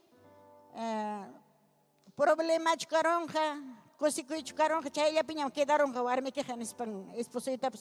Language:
Ayacucho Quechua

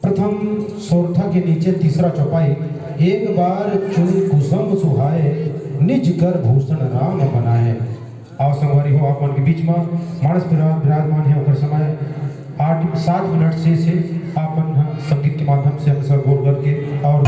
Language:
Chhattisgarhi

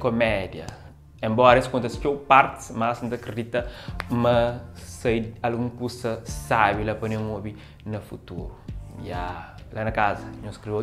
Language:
Kabuverdianu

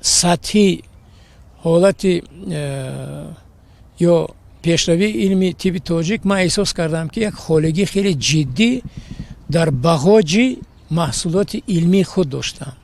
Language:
Tajik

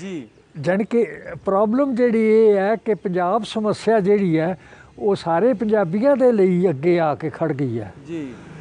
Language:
Punjabi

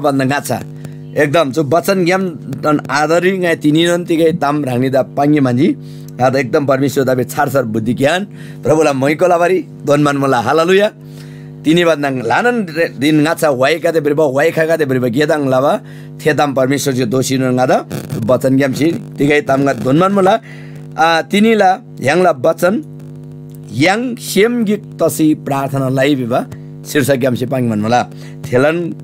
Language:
Eastern Tamang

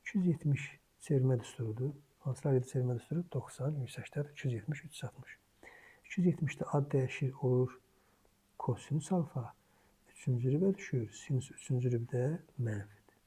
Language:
Azerbaijani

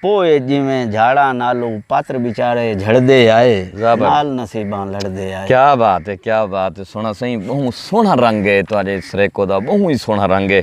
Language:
Saraiki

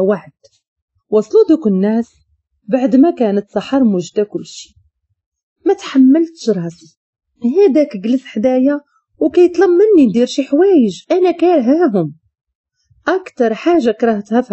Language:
Moroccan Arabic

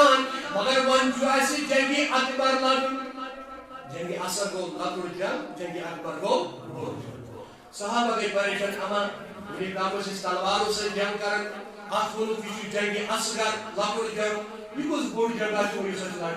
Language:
Kashmiri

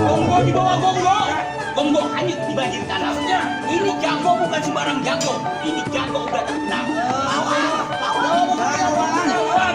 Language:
Betawi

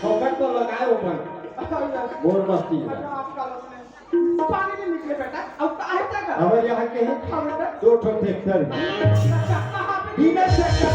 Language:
Chhattisgarhi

